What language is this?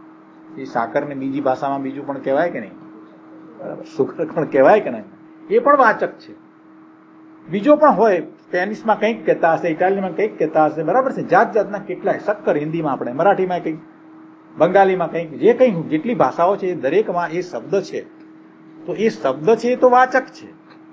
Gujarati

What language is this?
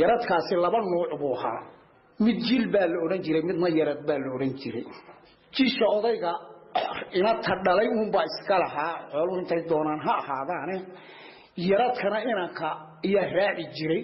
Somali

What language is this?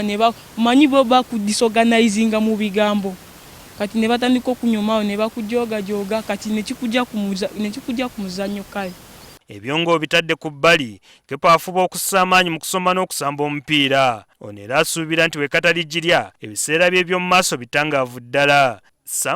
Ganda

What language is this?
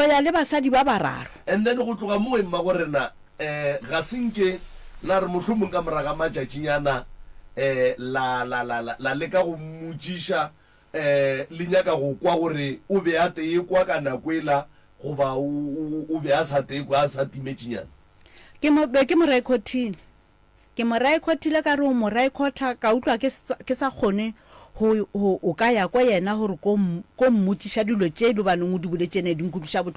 Northern Sotho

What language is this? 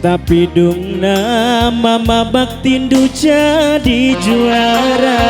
Batak Karo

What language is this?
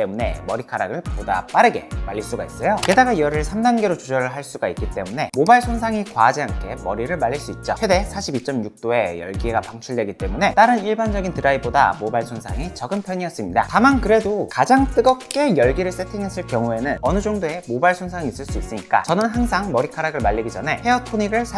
Korean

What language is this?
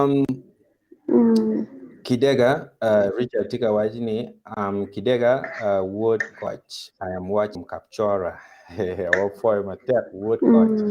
Acoli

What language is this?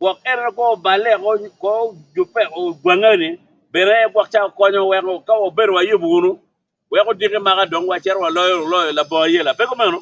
Acoli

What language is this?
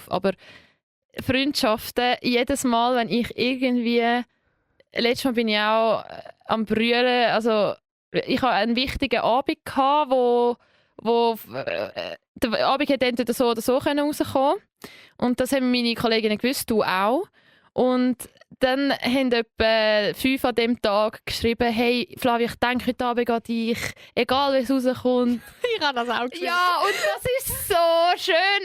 Swiss German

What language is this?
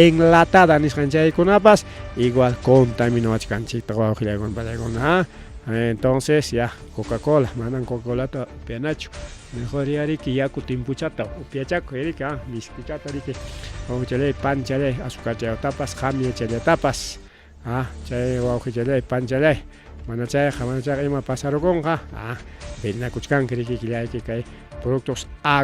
Ayacucho Quechua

